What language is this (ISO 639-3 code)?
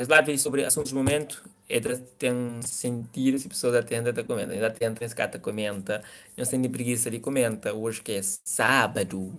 kea